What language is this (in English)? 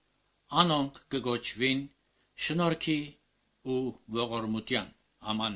Armenian